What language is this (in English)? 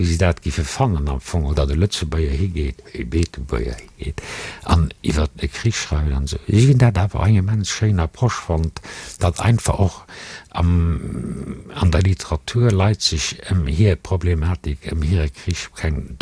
Luxembourgish